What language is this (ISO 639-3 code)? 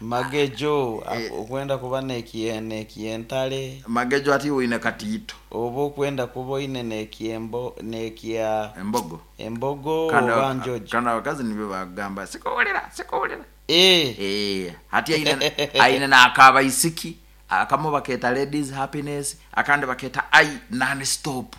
nyo